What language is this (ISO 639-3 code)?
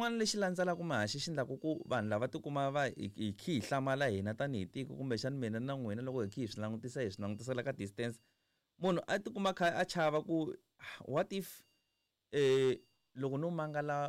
tso